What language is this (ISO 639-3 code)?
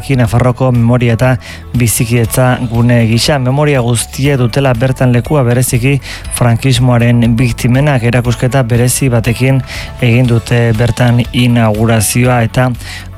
eus